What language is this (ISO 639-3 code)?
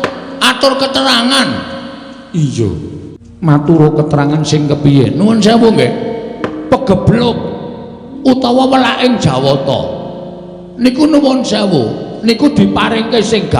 jav